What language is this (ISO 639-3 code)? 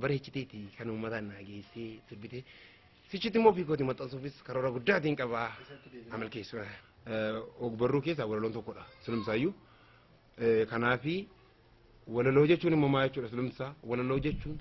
orm